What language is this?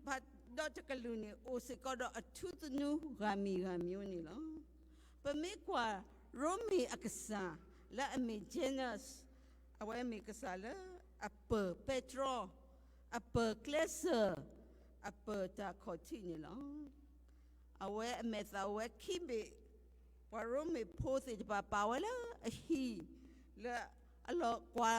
S'gaw Karen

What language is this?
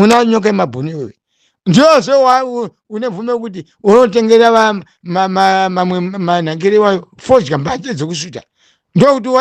Shona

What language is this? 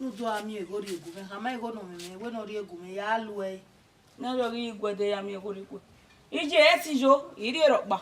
Bini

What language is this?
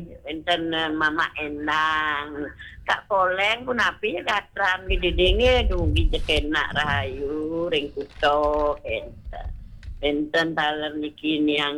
Balinese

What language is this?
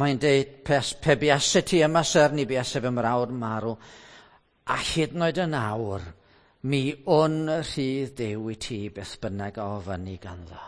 Welsh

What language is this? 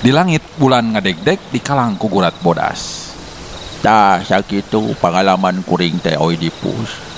Sundanese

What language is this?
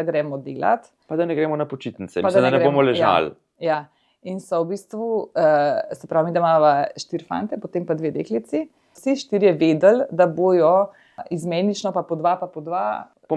Slovenian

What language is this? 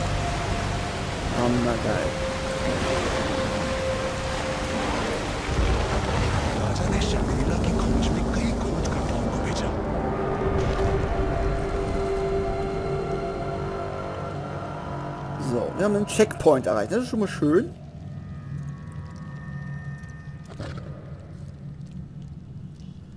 German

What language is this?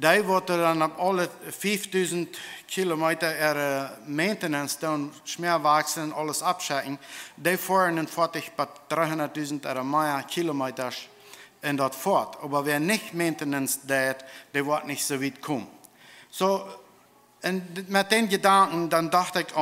Plautdietsch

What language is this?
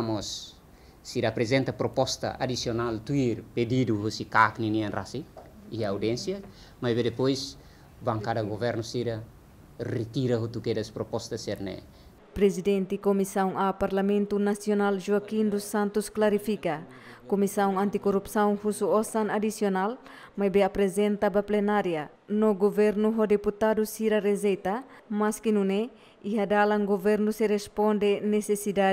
Tetum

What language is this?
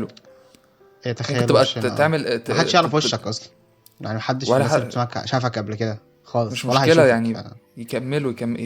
Egyptian Arabic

